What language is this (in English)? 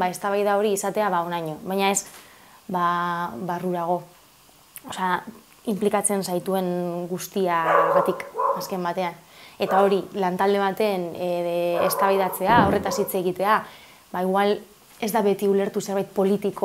Basque